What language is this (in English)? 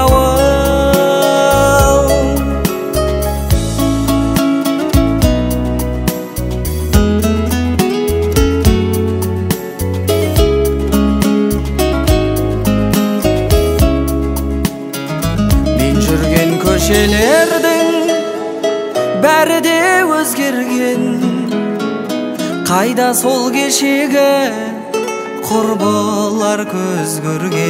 Kazakh